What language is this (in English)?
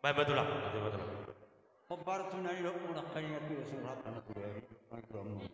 Batak Toba